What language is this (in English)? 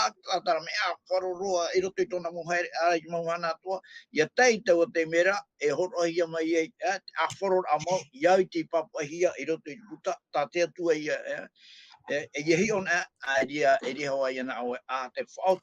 Tahitian